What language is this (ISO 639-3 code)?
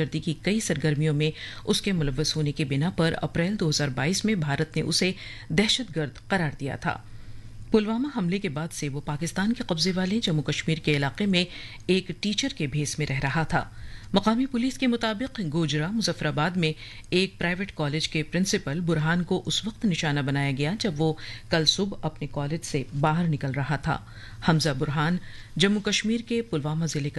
urd